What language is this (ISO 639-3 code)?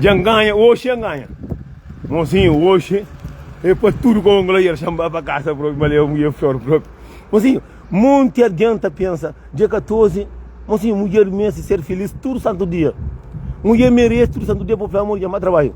kea